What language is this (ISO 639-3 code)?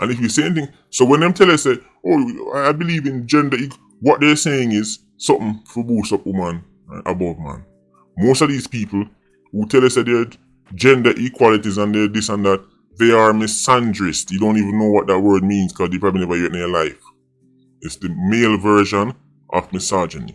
jam